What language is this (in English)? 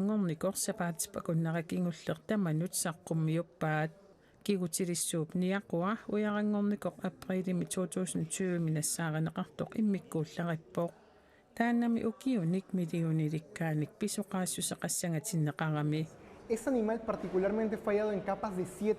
Kalaallisut